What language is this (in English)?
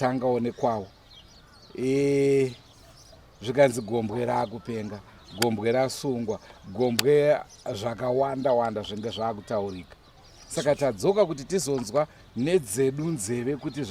Shona